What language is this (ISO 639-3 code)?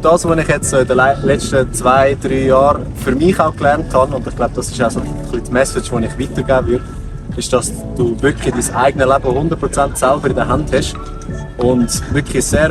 gsw